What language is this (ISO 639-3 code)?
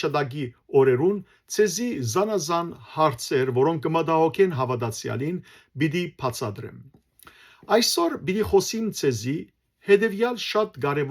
hyw